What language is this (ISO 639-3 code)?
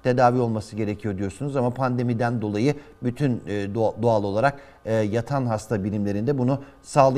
tur